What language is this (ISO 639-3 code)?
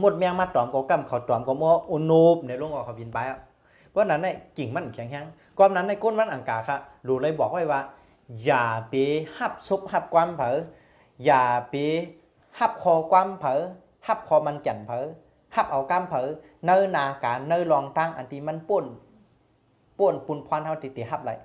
shn